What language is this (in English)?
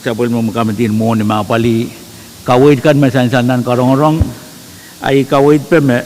Pohnpeian